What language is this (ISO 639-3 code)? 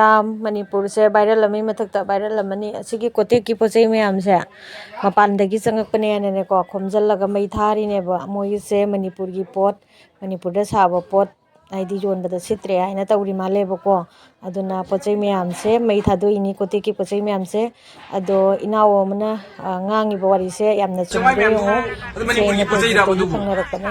mni